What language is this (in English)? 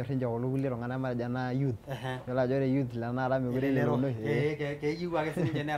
Masai